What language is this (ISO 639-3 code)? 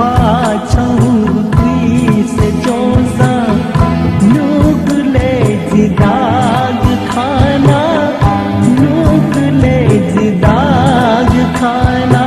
new